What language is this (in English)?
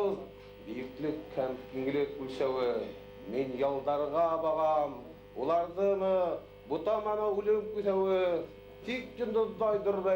Bashkir